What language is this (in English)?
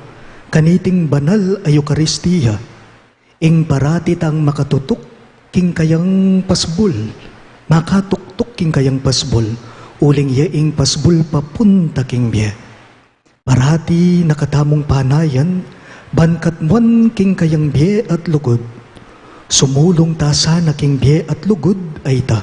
Pampanga